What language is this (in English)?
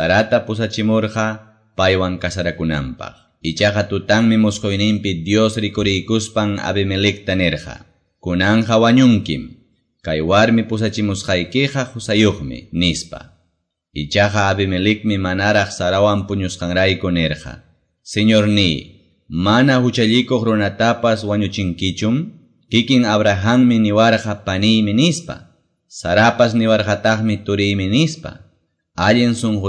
Quechua